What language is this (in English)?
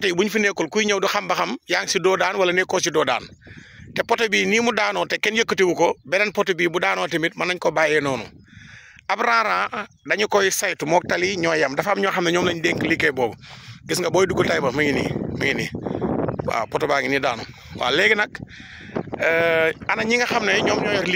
Wolof